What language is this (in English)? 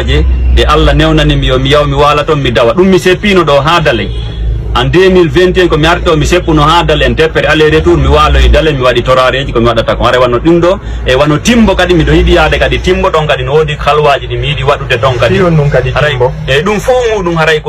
Fula